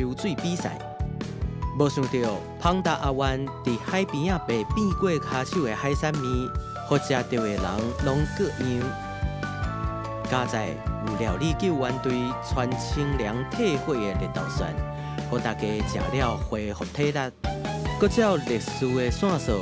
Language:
Min Nan Chinese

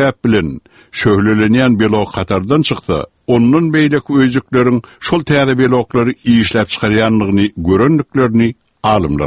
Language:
Turkmen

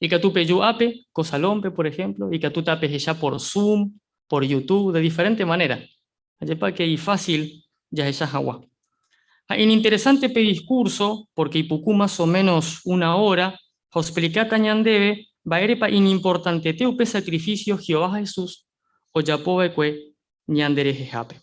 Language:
Guarani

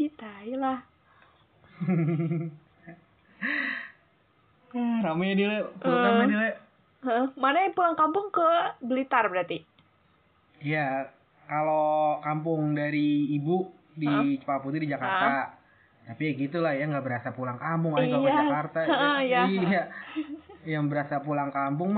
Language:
Indonesian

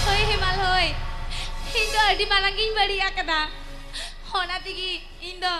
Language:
Santali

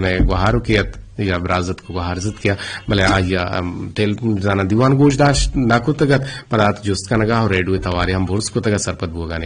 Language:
Eastern Balochi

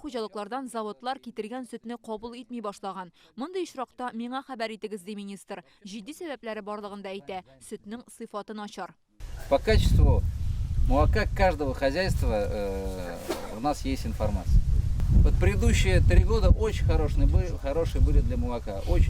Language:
Tatar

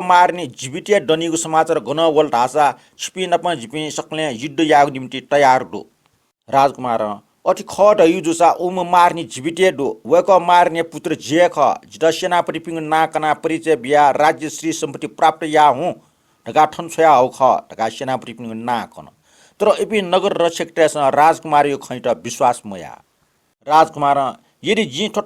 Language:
Newari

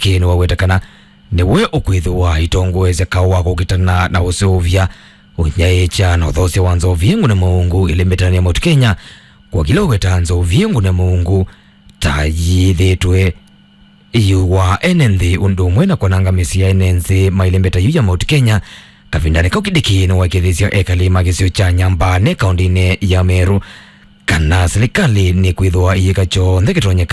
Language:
Kamba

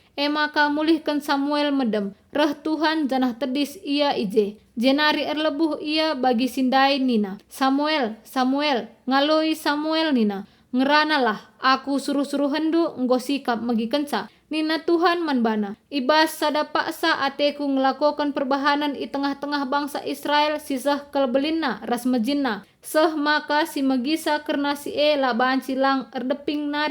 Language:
Batak Karo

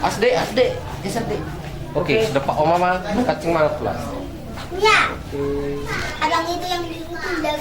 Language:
Batak Toba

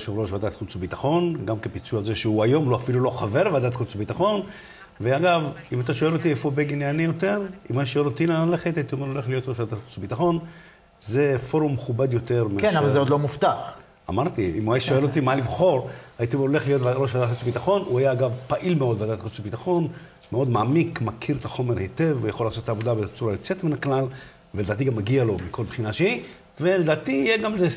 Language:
Hebrew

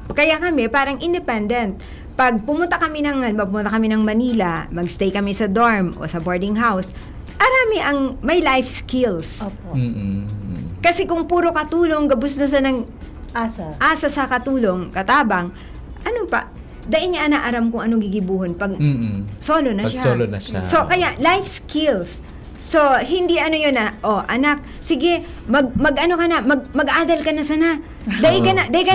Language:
Bikol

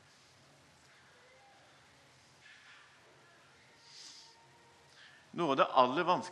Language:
Norwegian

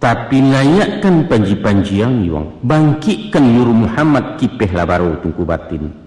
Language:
Minangkabau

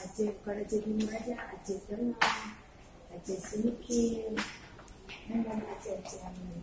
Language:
Achinese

